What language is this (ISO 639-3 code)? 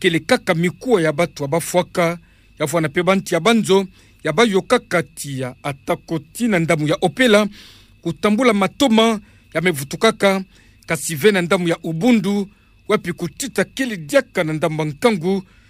ktu